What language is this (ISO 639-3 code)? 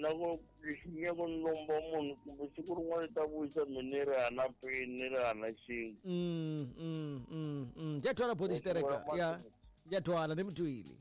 tso